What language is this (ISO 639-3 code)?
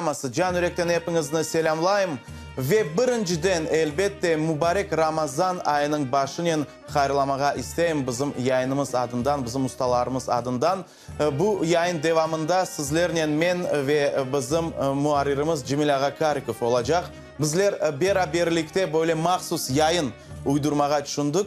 crh